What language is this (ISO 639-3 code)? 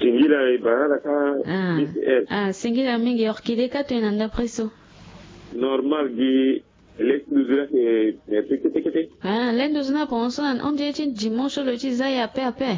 sag